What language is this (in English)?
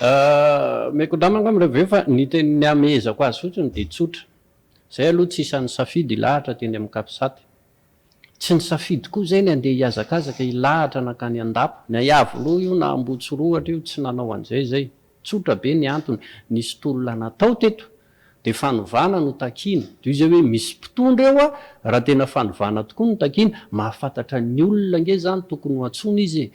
Malagasy